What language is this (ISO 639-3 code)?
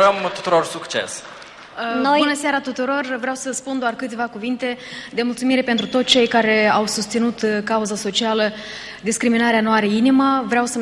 ron